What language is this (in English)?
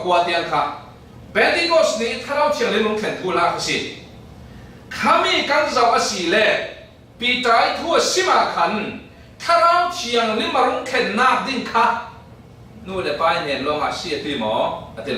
Falam Chin